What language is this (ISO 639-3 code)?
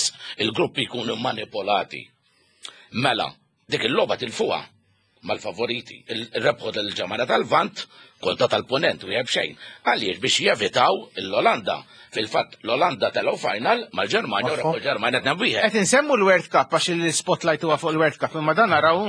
mlt